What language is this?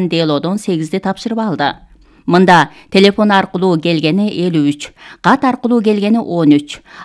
Kyrgyz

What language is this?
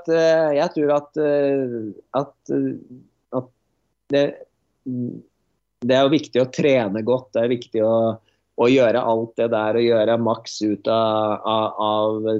Norwegian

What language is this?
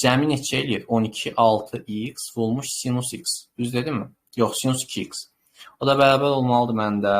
Azerbaijani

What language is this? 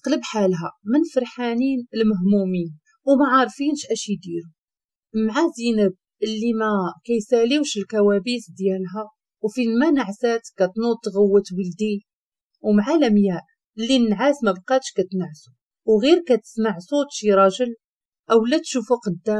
Moroccan Arabic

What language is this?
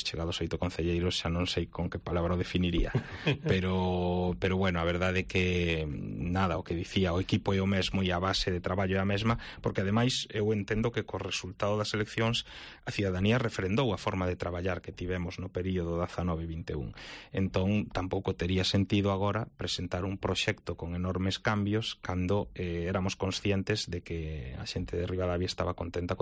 Galician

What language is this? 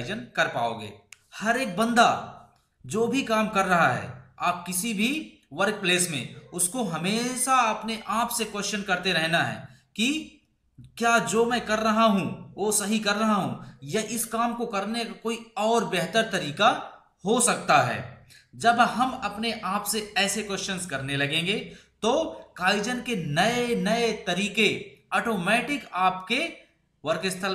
Hindi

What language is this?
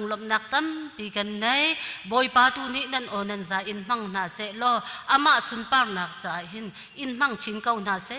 Hakha Chin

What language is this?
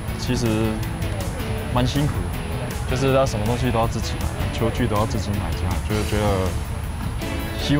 Chinese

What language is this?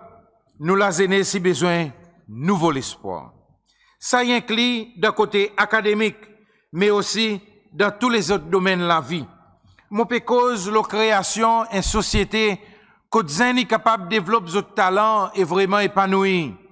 Seselwa Creole French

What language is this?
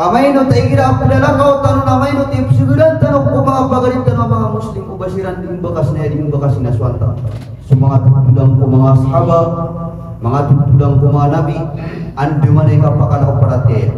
Maranao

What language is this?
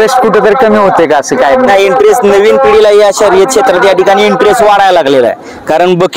Marathi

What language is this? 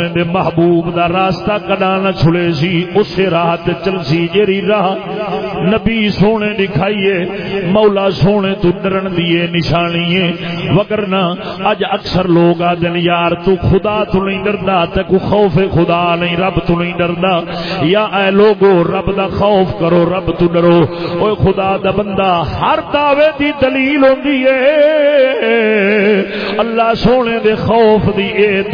Saraiki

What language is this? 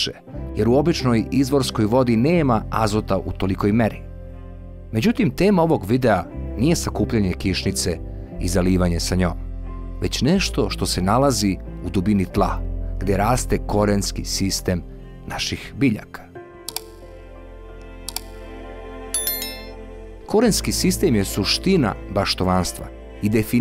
Serbian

